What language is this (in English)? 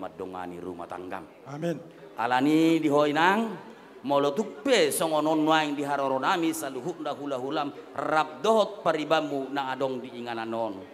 Batak Toba